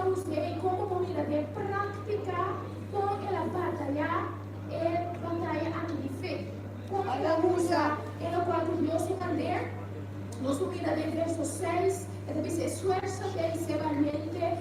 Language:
Papiamento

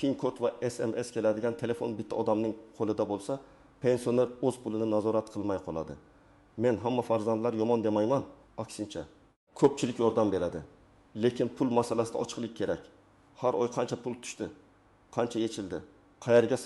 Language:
Uzbek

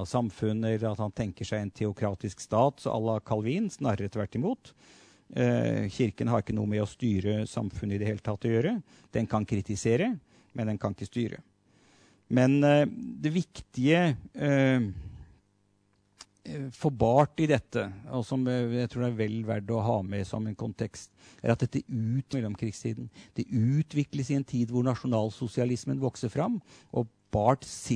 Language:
Norwegian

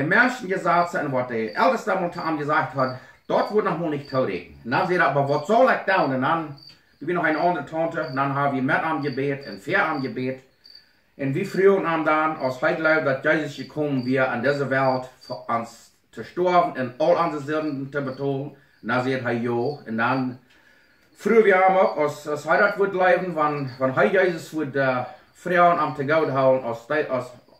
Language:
Plautdietsch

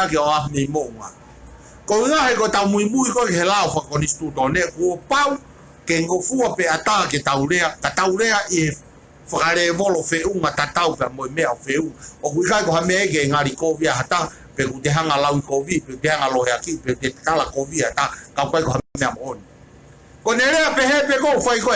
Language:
Tongan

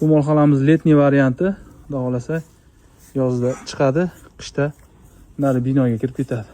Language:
Uzbek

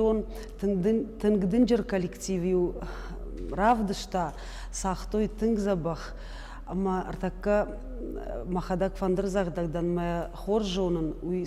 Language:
Ossetic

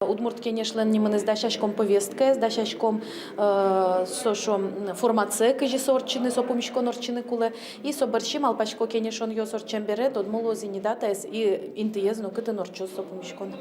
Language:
Udmurt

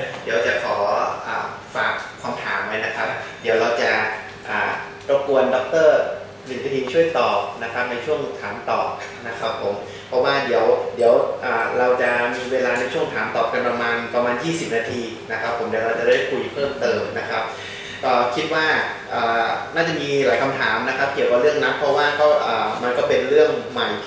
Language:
Thai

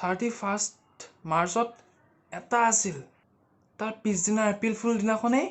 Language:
Assamese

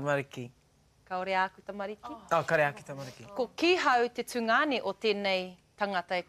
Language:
Māori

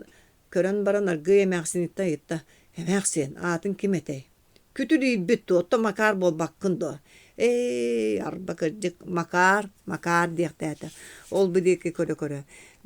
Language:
Yakut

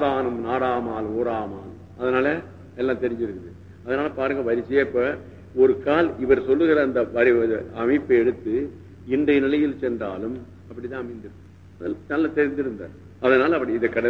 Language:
Tamil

